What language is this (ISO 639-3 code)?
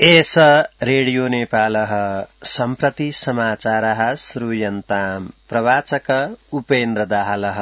san